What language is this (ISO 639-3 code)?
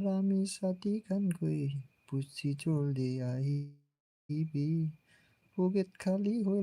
nag